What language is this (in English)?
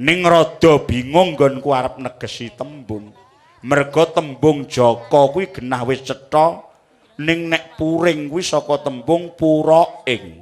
Javanese